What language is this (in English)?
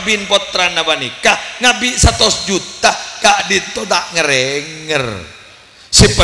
Madurese